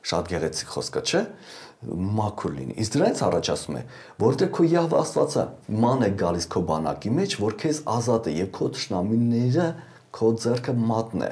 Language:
Armenian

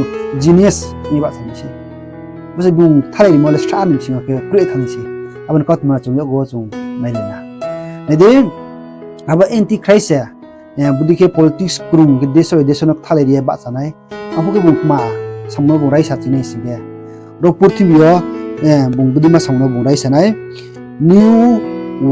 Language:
Riang (India)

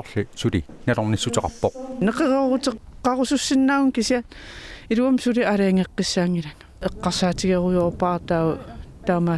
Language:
Kalaallisut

